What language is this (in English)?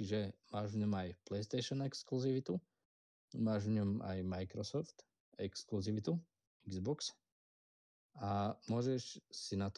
Slovak